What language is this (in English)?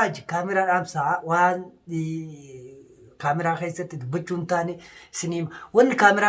Oromo